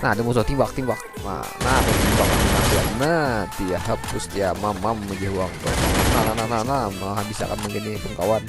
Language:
Banjar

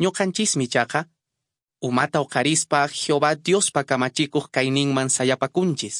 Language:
Quechua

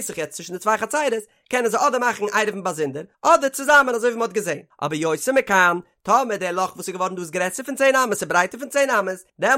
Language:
Yiddish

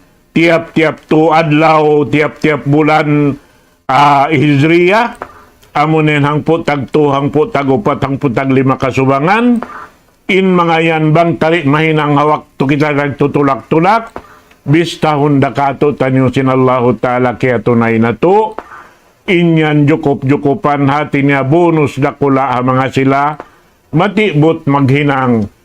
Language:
Tausug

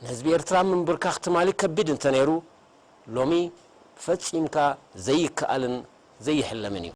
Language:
Tigrinya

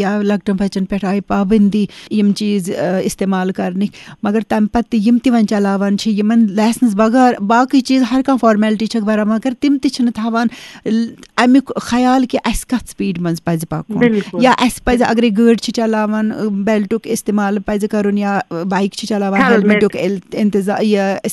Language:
Kashmiri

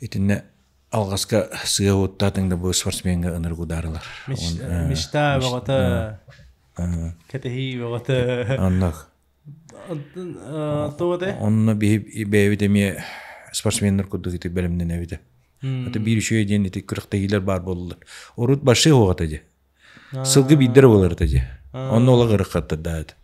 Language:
Yakut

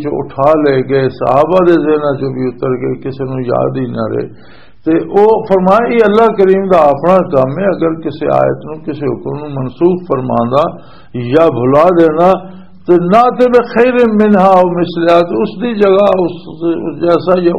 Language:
Western Panjabi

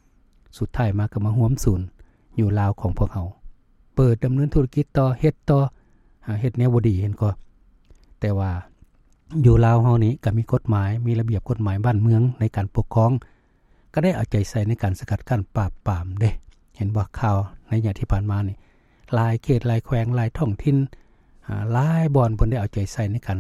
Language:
Lao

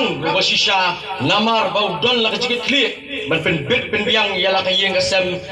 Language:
Khasi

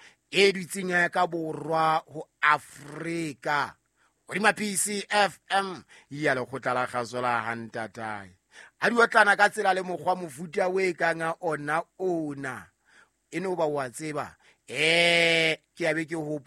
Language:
Southern Sotho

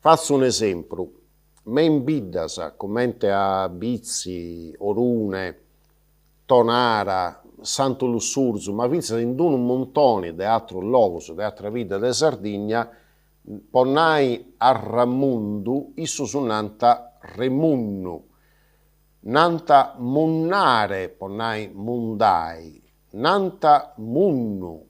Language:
Sardinian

